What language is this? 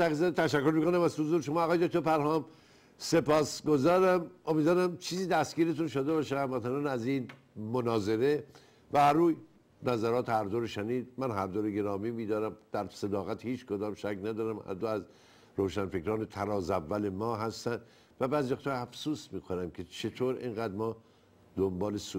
Persian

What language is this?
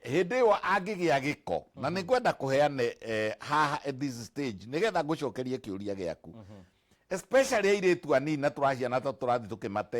Kikuyu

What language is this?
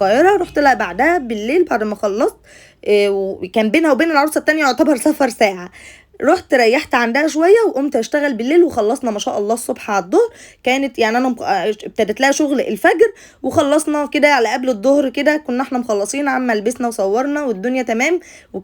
Egyptian Arabic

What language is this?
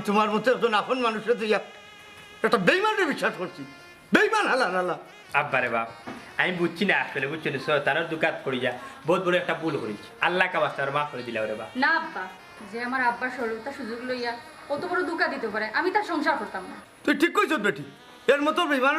Sylheti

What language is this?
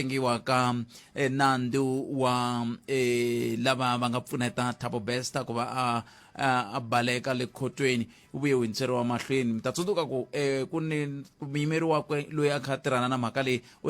Tsonga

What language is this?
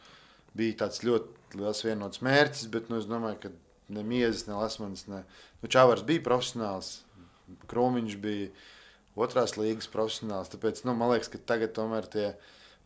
Latvian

